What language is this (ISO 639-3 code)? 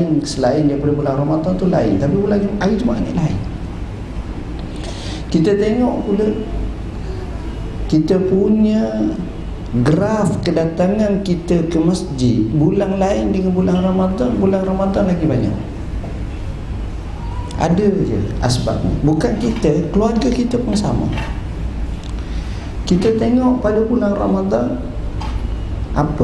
msa